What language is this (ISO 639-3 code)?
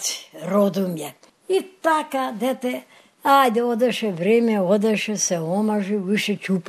mkd